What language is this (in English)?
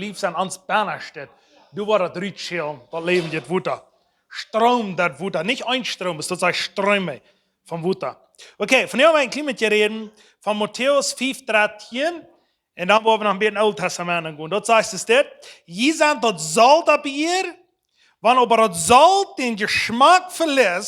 Plautdietsch